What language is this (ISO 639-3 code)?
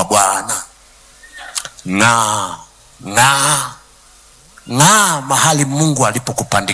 swa